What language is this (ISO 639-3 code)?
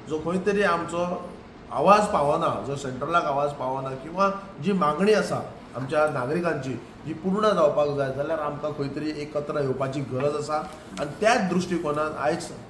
kok